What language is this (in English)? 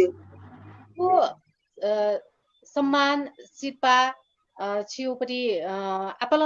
Newari